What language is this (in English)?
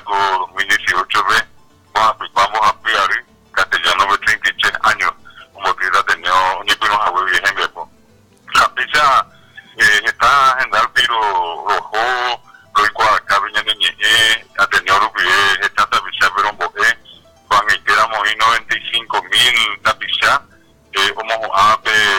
Guarani